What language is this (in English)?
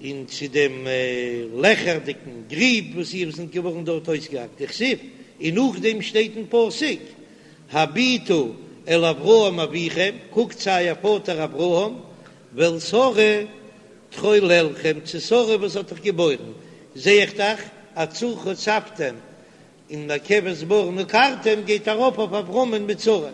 Yiddish